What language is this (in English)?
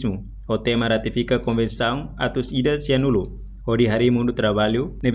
Tetum